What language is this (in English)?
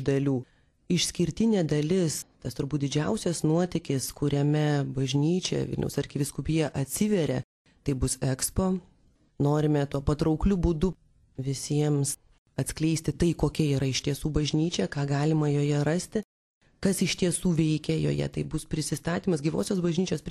Lithuanian